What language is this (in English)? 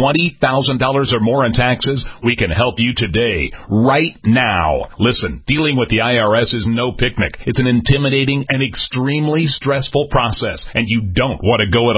English